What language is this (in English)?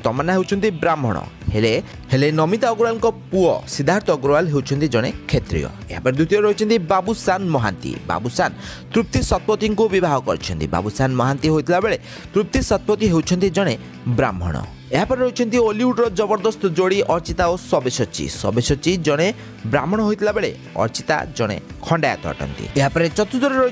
Odia